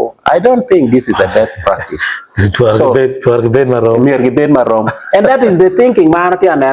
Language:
Acoli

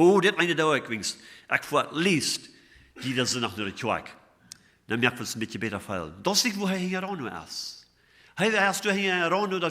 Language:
Plautdietsch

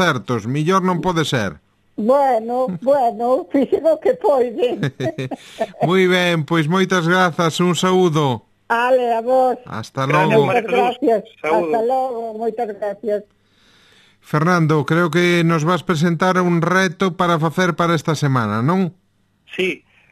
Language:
Galician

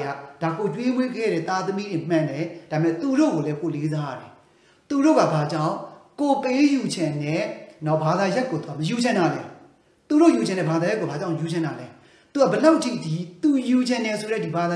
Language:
Burmese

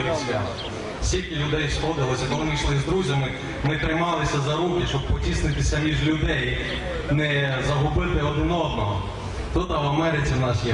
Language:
Ukrainian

